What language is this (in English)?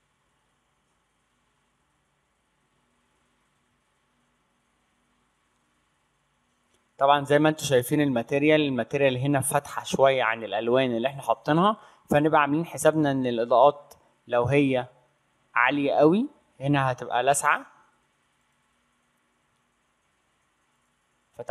Egyptian Arabic